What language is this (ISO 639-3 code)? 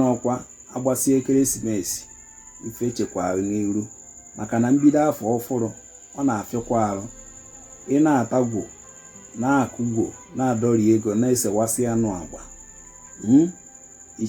ibo